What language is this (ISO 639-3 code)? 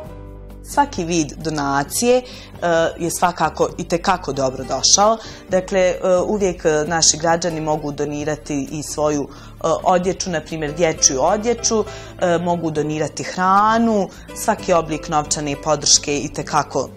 bos